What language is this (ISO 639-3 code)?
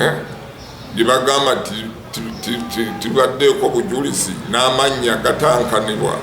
lug